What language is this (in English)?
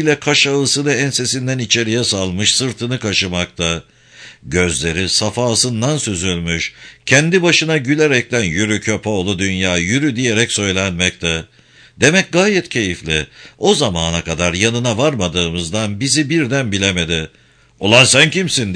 Turkish